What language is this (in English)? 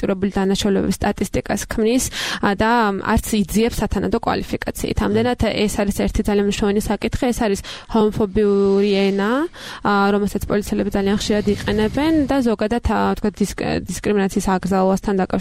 Georgian